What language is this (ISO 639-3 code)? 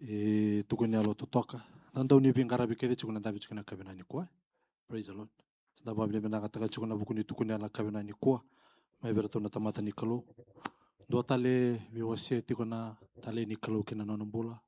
fij